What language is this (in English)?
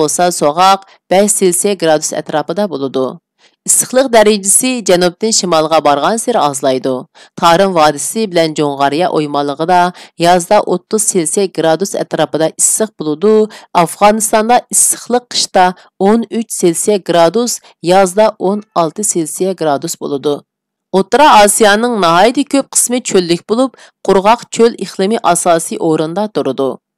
Uyghur